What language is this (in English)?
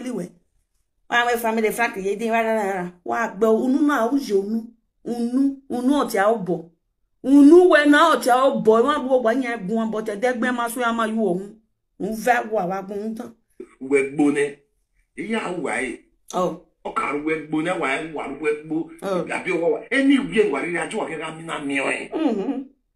Nigerian Pidgin